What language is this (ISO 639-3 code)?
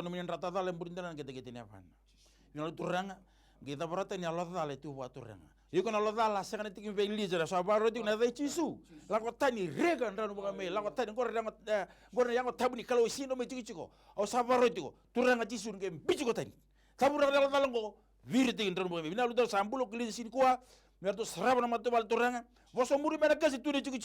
fij